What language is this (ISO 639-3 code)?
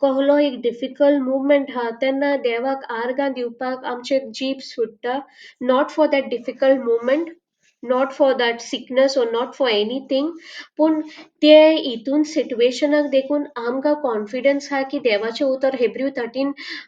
kok